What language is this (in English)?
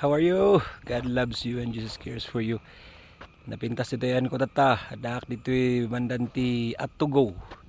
Iloko